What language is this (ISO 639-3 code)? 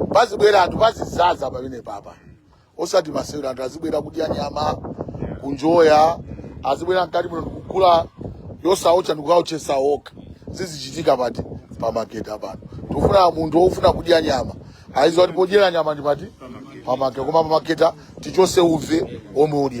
nya